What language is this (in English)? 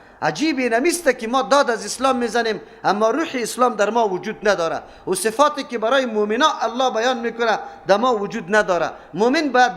Persian